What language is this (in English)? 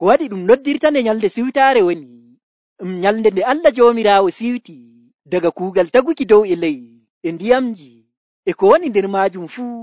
Nigerian Fulfulde